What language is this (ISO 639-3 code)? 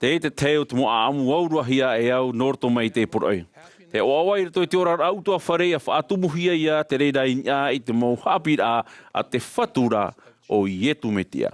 tah